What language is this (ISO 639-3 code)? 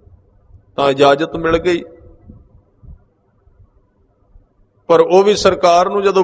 pan